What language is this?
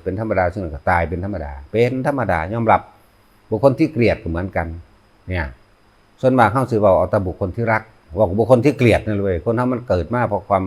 Northeastern Thai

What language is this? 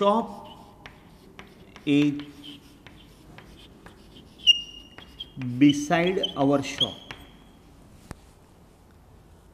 Gujarati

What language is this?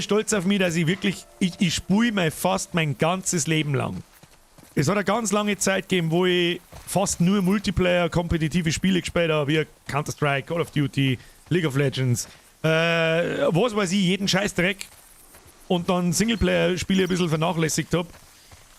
Bavarian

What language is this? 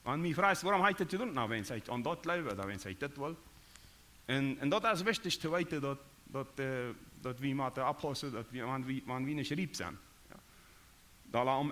Plautdietsch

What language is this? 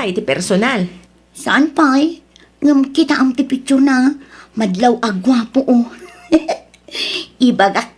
Iloko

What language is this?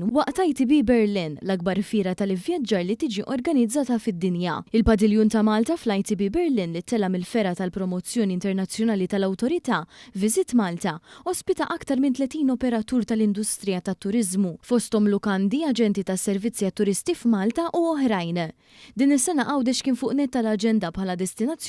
Maltese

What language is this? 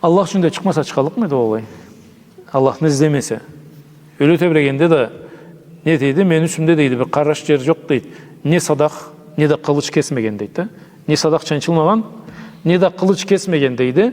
Karachay-Balkar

